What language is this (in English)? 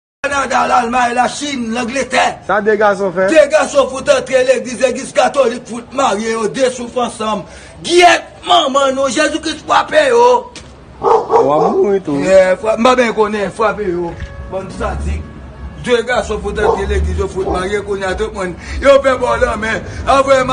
Haitian Creole